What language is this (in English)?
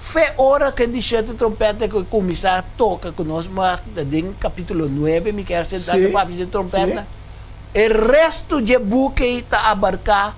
Papiamento